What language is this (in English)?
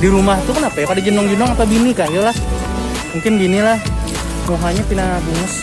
Banjar